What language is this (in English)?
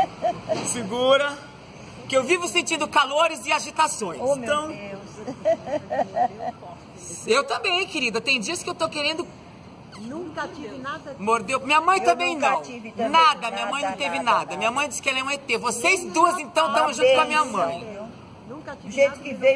Portuguese